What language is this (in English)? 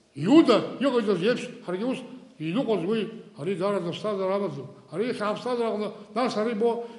Abkhazian